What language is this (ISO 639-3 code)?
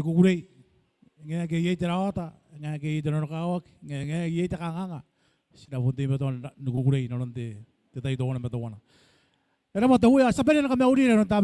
gil